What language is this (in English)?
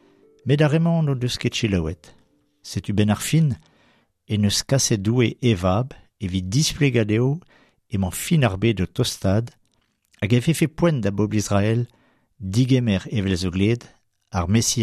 Breton